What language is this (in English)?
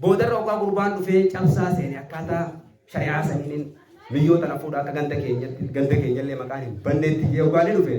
Oromo